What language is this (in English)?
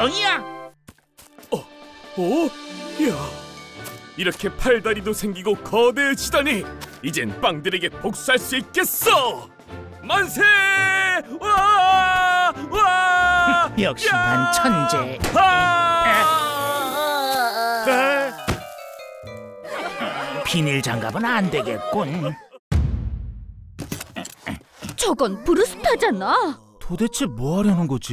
Korean